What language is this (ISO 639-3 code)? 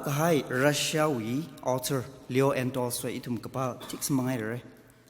nmf